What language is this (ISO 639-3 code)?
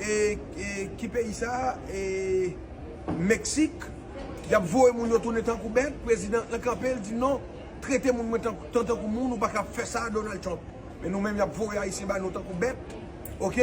hat